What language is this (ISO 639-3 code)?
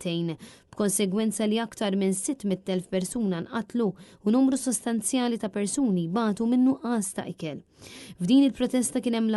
mlt